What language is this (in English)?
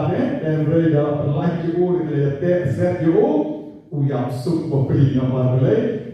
Khasi